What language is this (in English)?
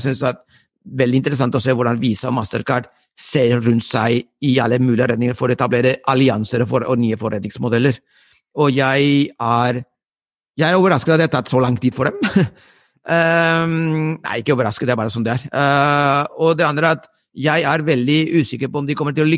Norwegian